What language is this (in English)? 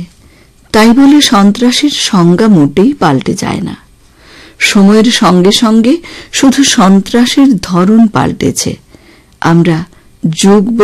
Bangla